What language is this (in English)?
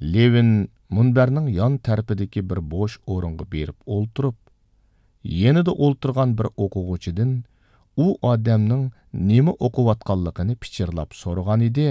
Uyghur